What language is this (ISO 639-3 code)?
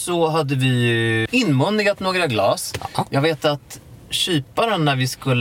swe